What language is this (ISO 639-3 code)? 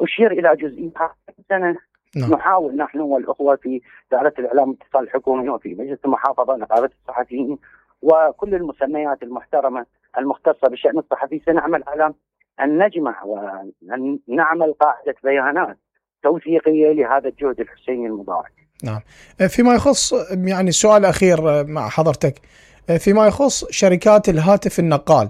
acm